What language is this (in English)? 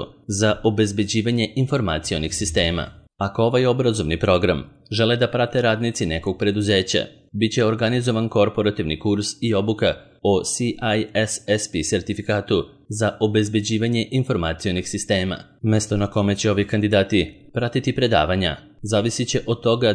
Serbian